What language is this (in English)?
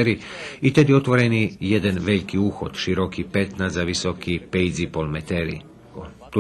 Rusyn